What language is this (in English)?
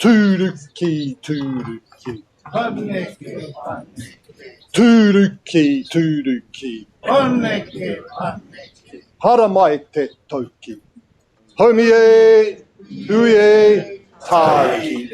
Māori